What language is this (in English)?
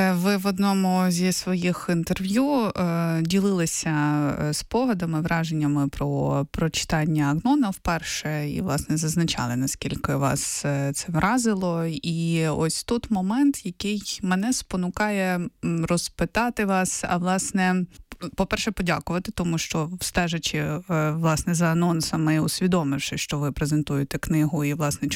Ukrainian